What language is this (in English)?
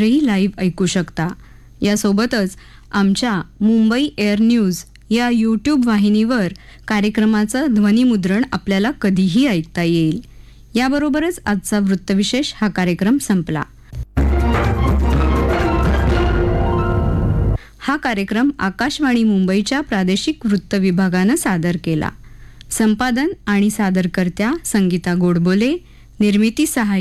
Marathi